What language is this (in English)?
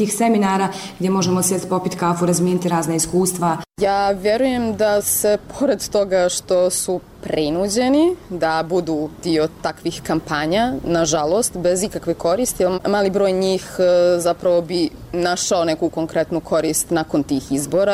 Bosnian